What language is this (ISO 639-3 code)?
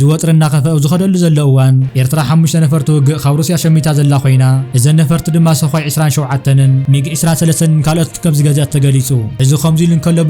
tir